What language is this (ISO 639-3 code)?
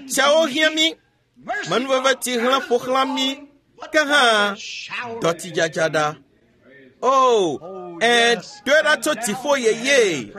ewe